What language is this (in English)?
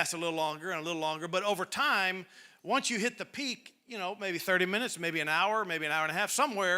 English